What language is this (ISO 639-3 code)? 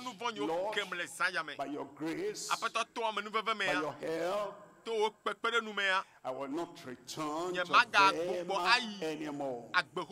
ewe